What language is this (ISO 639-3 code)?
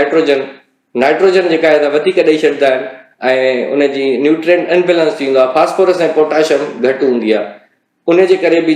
snd